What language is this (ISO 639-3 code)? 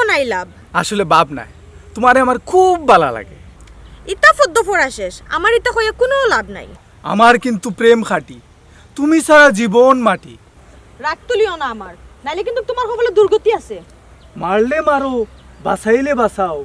syl